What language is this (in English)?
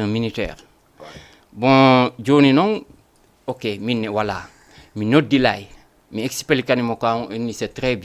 Fula